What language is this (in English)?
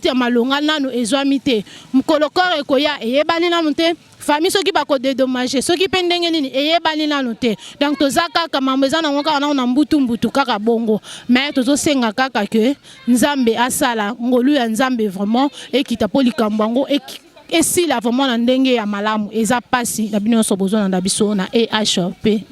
Lingala